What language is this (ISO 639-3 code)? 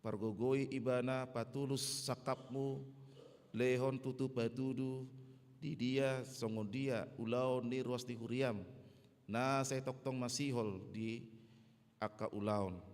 bbc